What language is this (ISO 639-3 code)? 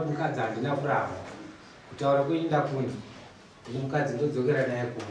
sna